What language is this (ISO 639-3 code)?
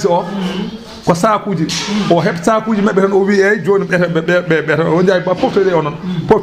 ful